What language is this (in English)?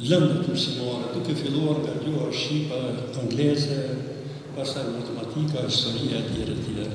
Albanian